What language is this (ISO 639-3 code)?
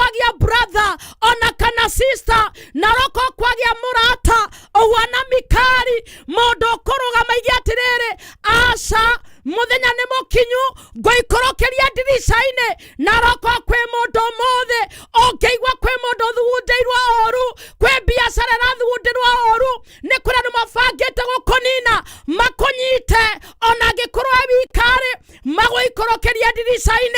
kik